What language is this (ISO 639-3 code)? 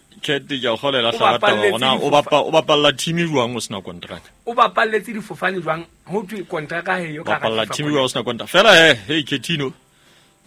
sot